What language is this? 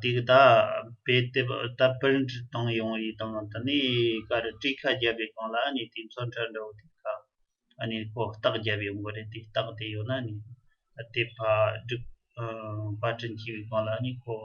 Tibetan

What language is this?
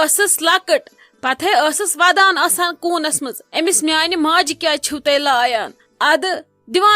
Kashmiri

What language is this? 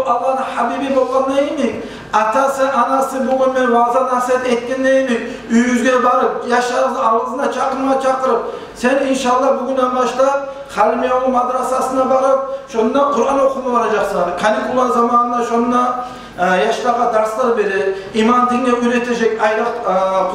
Kumyk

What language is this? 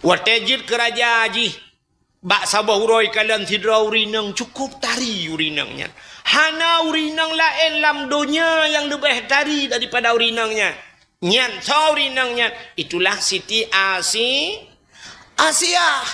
Achinese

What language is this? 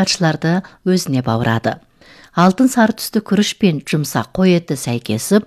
Kazakh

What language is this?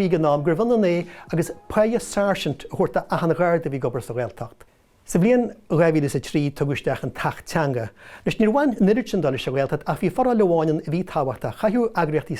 Irish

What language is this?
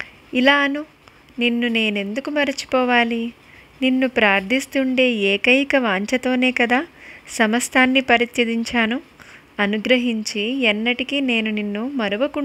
Telugu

